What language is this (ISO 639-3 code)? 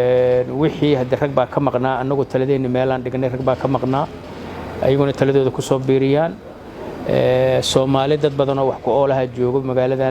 som